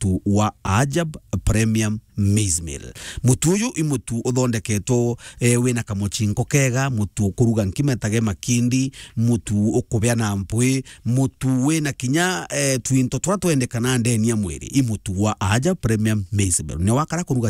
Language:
Meru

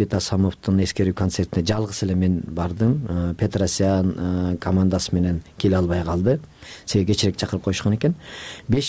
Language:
Kyrgyz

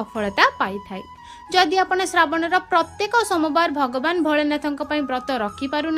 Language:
Odia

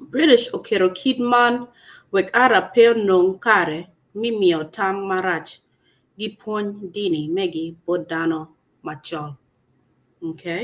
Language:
Acoli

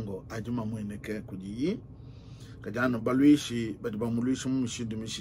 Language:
Luba-Lulua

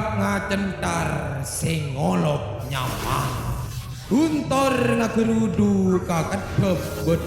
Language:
Madurese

